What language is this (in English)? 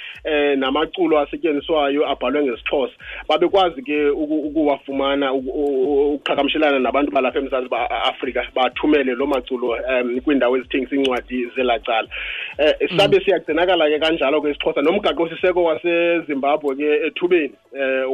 Xhosa